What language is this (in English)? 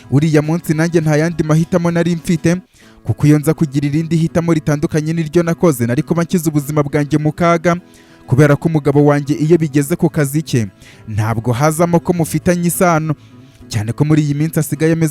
Kinyarwanda